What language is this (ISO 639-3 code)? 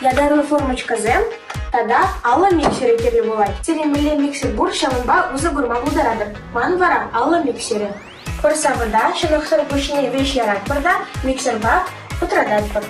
chv